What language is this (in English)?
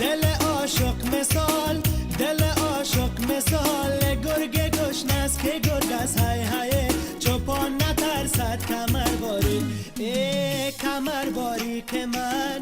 Persian